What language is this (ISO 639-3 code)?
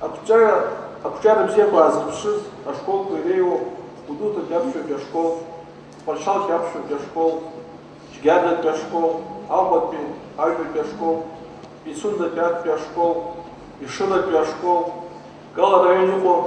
abk